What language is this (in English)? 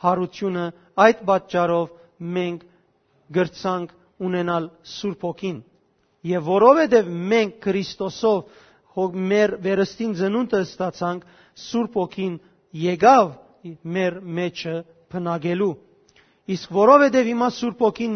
Western Armenian